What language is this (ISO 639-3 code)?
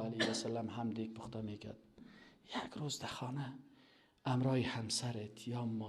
fas